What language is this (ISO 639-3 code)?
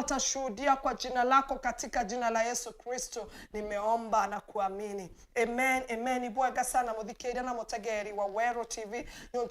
mer